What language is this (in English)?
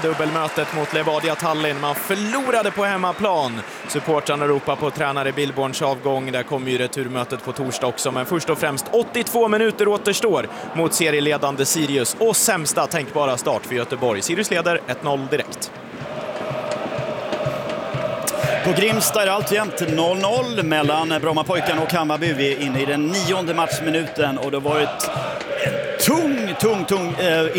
Swedish